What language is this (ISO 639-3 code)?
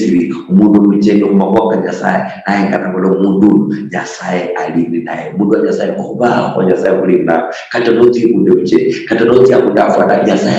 luy